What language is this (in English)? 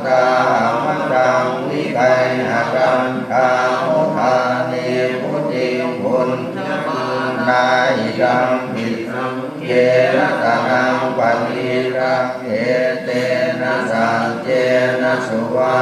Pali